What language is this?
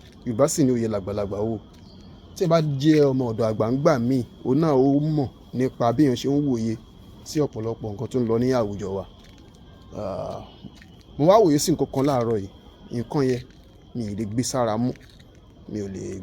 Yoruba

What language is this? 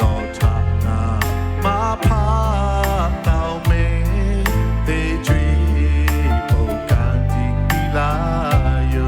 Lahu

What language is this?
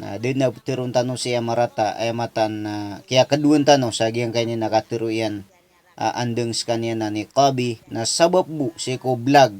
Maranao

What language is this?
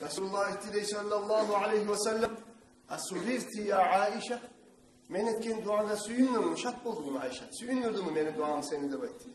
Kumyk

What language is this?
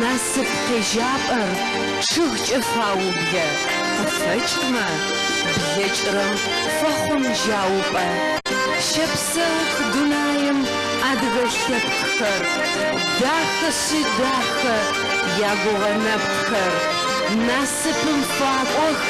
Adyghe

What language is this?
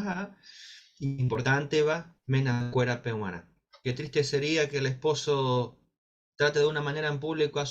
Guarani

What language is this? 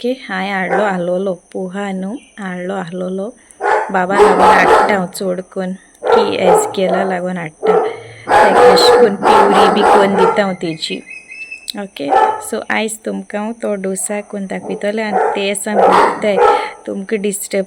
Konkani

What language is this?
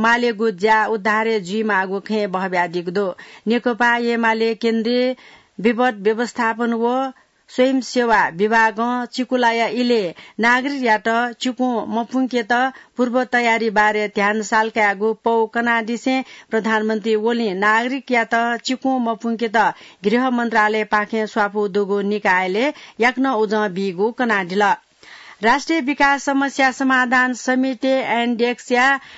Newari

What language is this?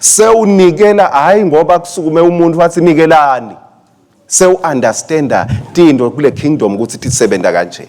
Swati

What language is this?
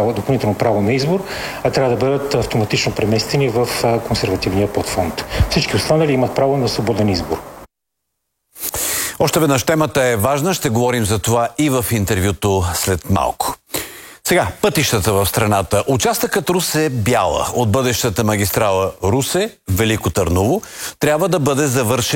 Bulgarian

